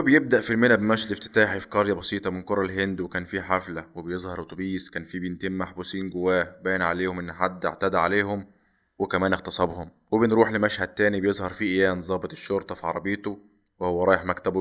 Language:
Egyptian Arabic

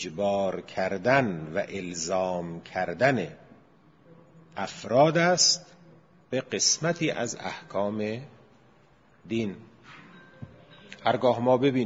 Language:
Persian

